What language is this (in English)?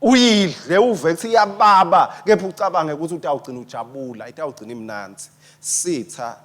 Swati